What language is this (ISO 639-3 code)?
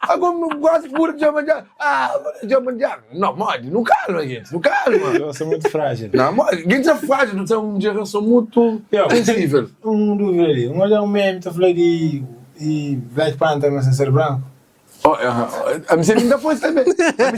kea